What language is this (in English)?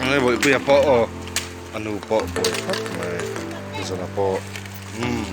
Mizo